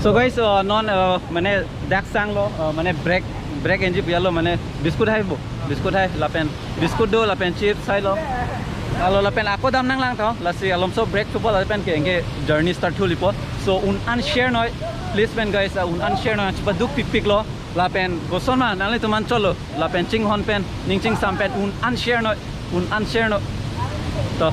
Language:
Karbi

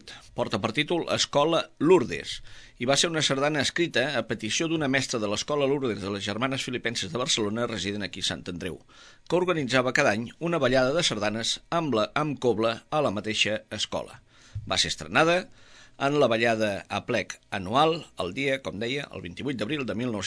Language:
Catalan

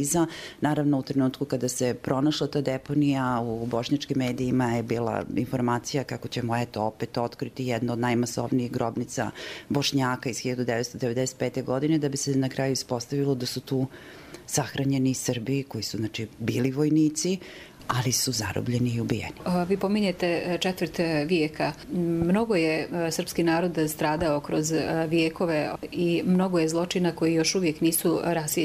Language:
Bosnian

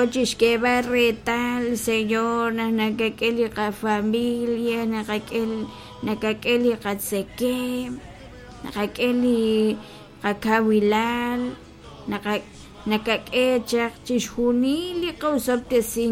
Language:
Kekchí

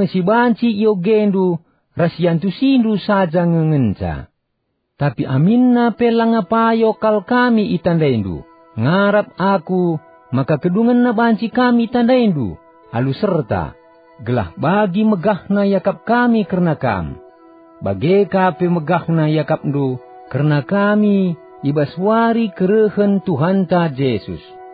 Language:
Batak Karo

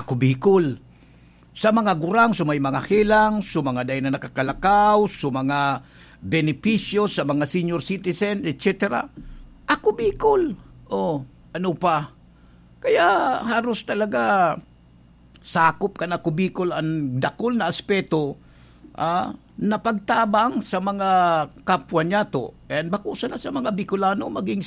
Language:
Bikol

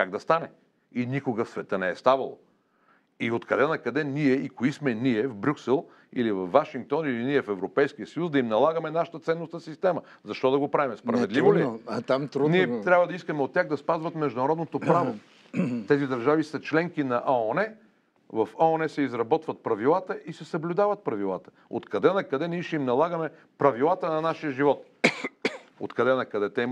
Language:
Bulgarian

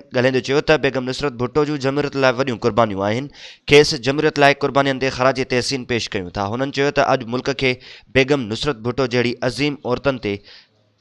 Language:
Sindhi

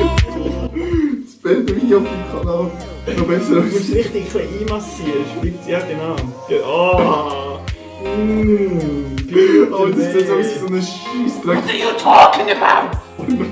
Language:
Swiss German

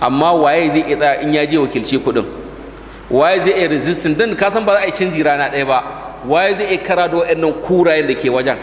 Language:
Hausa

